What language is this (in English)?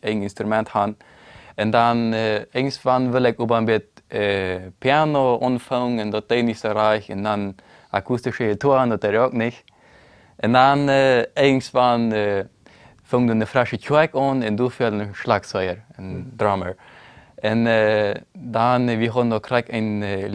Plautdietsch